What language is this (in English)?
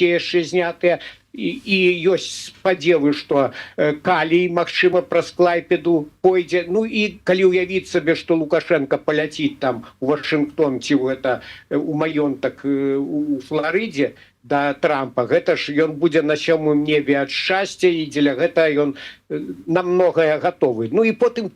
Belarusian